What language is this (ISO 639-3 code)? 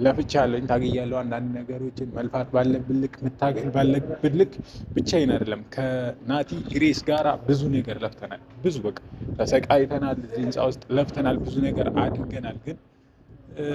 amh